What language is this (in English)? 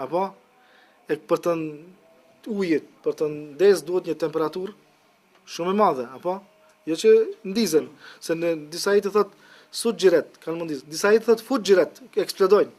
Albanian